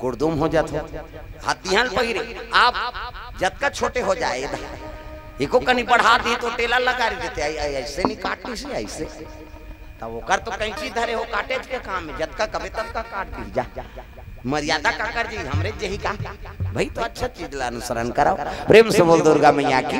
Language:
Chhattisgarhi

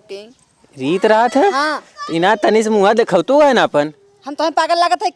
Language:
Awadhi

